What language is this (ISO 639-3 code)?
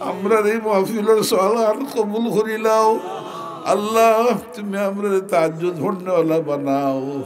syl